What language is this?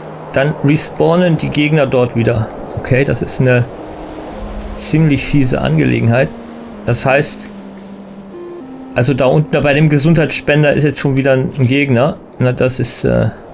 German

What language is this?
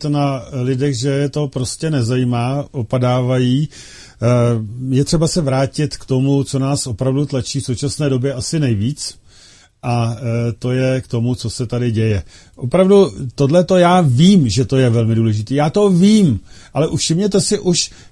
Czech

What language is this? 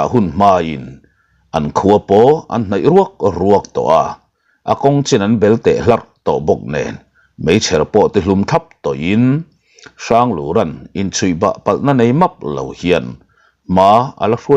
Mizo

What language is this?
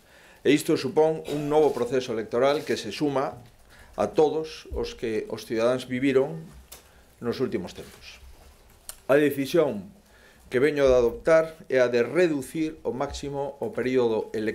Galician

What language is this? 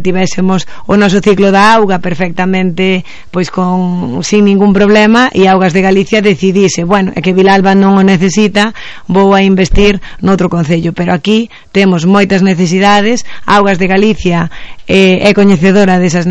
Galician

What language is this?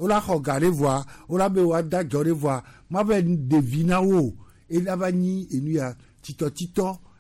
Gen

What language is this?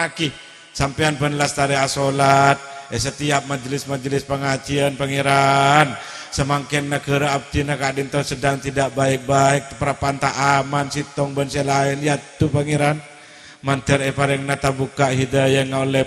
Madurese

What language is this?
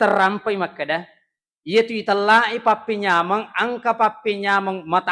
Buginese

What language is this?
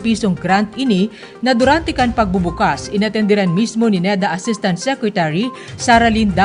Bikol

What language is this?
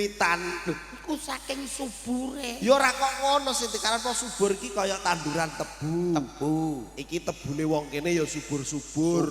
Javanese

